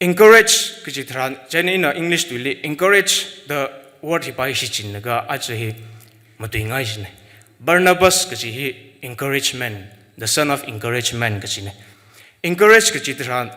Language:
Tangkhul Naga (India)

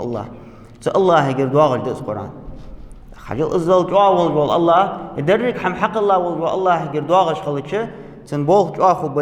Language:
Ingush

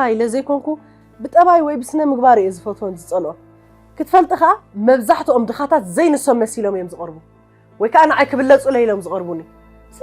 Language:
Tigrinya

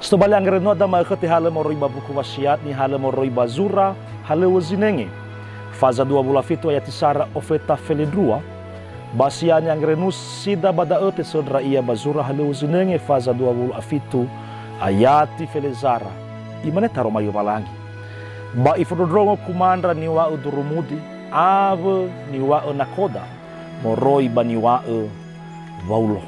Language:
Nias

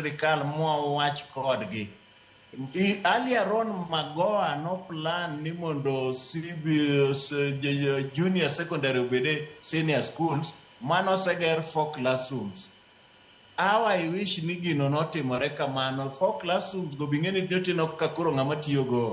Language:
Luo (Kenya and Tanzania)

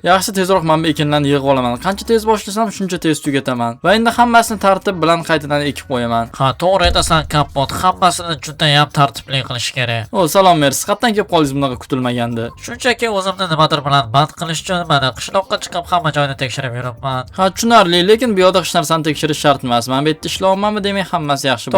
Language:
Uzbek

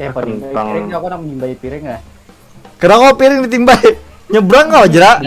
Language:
Banjar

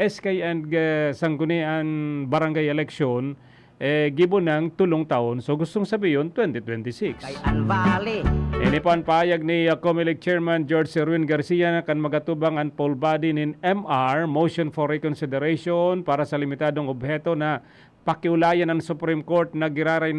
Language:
Bikol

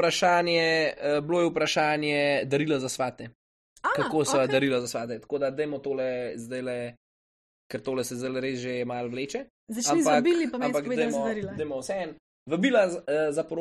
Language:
Slovenian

